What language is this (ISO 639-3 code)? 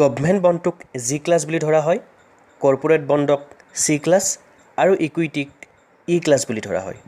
asm